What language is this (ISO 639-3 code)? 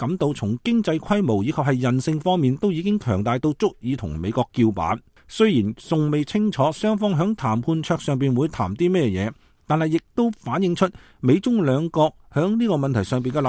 yue